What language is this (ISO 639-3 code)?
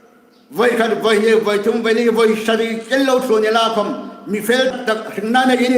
hmr